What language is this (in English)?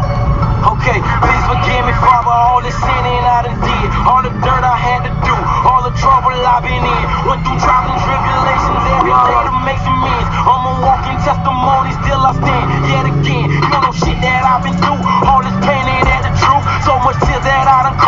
English